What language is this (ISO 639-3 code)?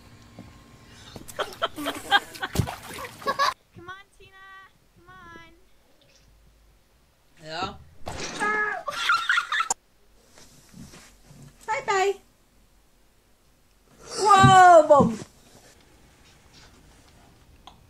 nld